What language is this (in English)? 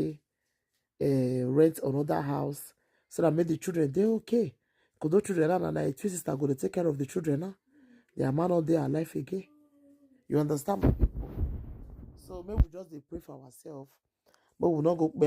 Nigerian Pidgin